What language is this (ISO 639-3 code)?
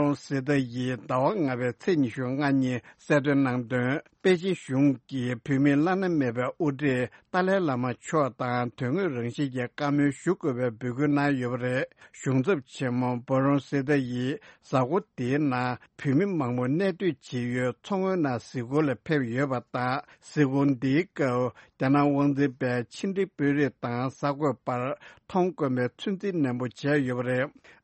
bod